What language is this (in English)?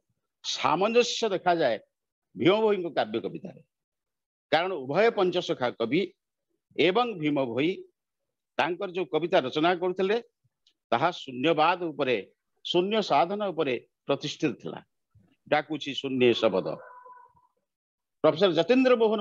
Odia